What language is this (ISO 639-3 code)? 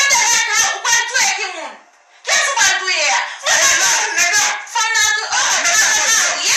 hat